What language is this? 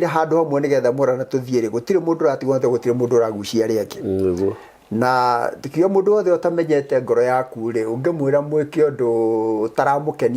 Kikuyu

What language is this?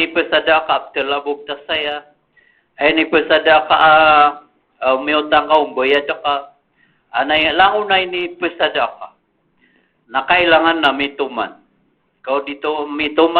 Maranao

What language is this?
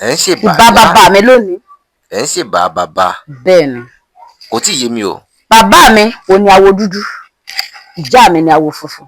Yoruba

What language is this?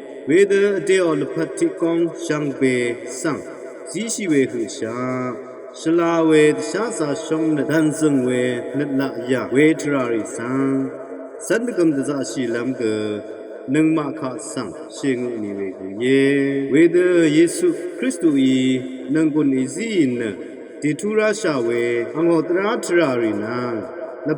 Rawang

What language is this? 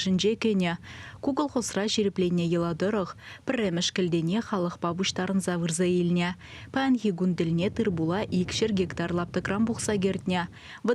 Chuvash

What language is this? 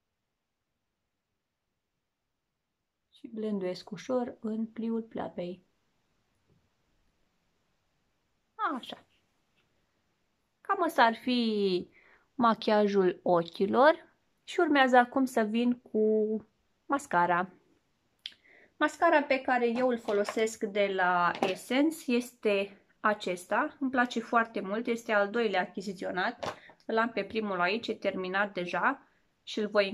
Romanian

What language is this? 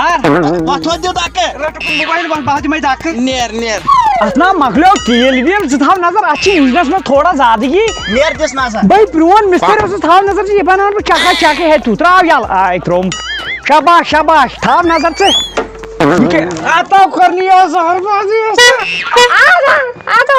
Kashmiri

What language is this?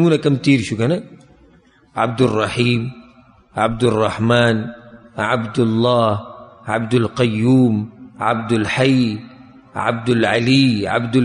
Pashto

